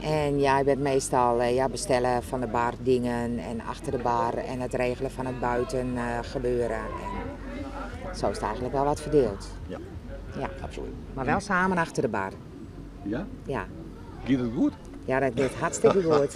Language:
Western Frisian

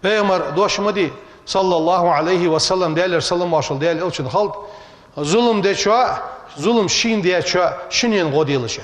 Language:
Ingush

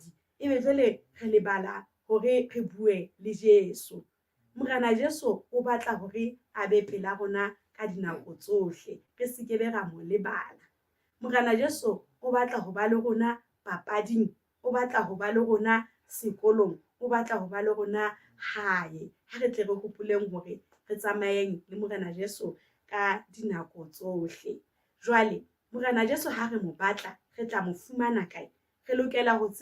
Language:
Southern Sotho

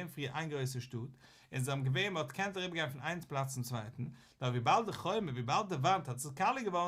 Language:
Yiddish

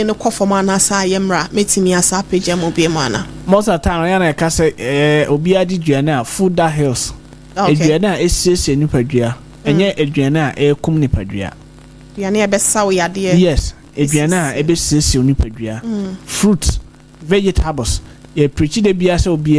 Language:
Akan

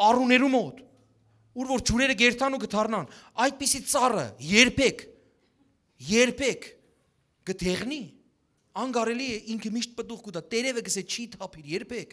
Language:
Western Armenian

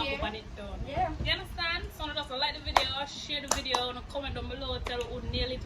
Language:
Jamaican Creole English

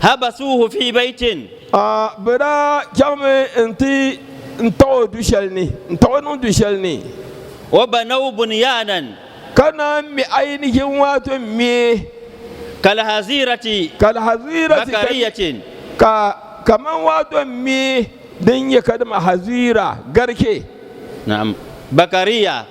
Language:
Dagbani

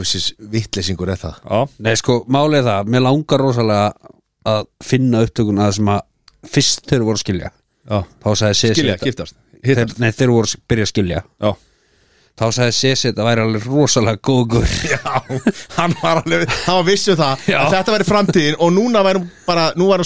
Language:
Icelandic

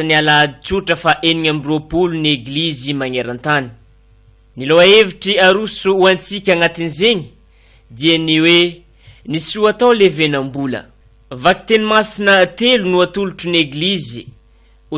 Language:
Malagasy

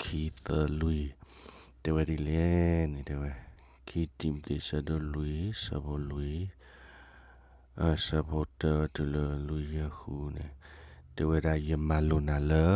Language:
S'gaw Karen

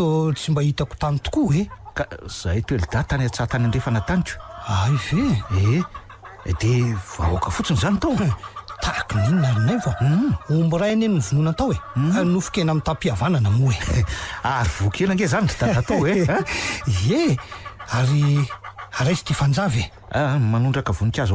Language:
Malagasy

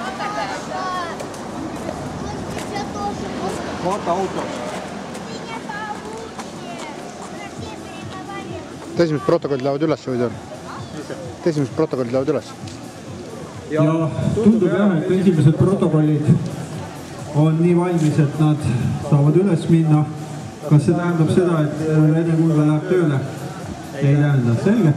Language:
Estonian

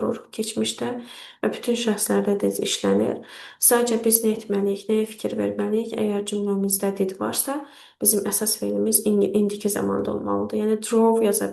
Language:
Azerbaijani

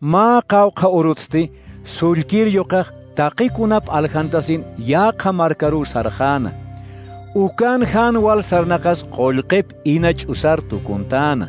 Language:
Aymara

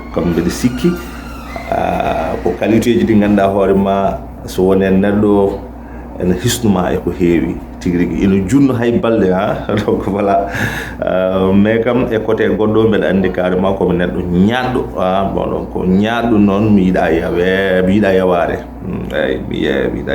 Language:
Fula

